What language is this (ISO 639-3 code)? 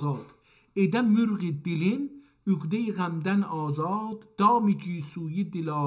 azb